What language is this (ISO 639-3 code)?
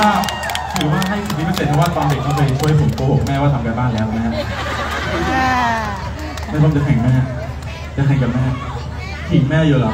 tha